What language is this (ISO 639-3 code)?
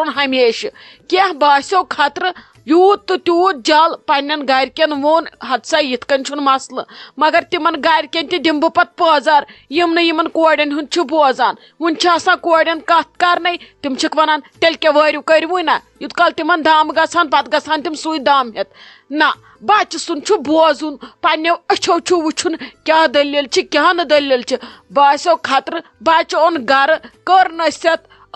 kas